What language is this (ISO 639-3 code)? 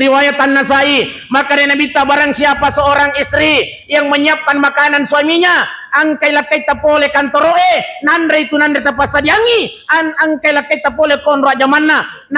bug